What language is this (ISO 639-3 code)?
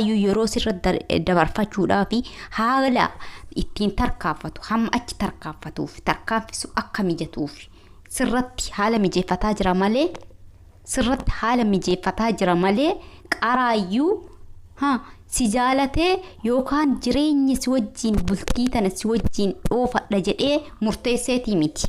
orm